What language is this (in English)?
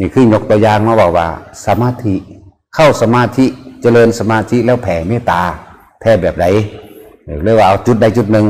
Northeastern Thai